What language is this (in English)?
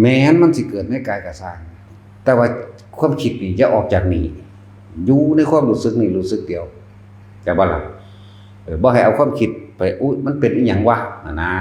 Northeastern Thai